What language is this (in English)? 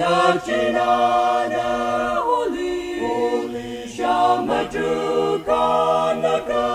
Tangkhul Naga (India)